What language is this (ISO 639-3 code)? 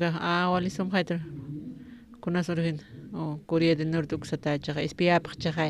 aym